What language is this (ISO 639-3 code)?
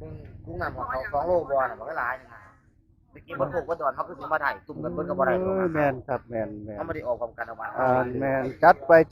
tts